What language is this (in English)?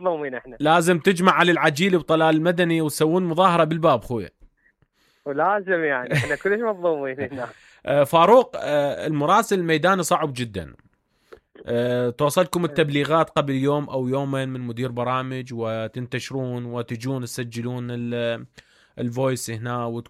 Mesopotamian Arabic